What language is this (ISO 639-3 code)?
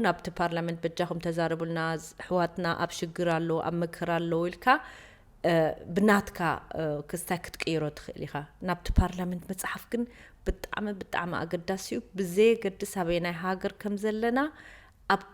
tir